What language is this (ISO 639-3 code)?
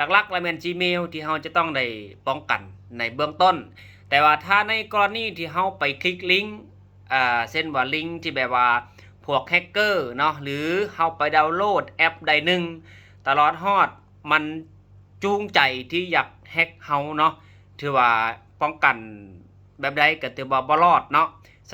lao